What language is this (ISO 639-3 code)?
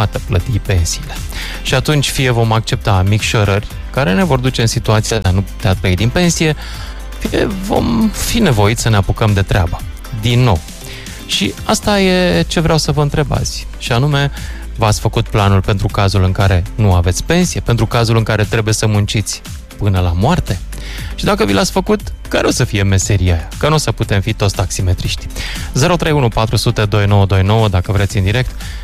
ron